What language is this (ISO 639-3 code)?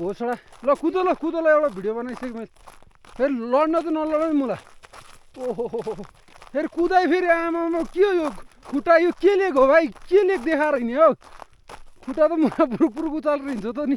nep